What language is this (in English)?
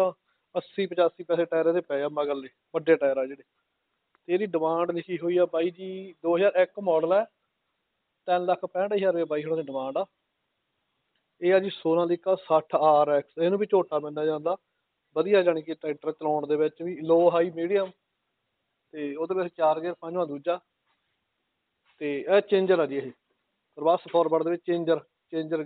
Punjabi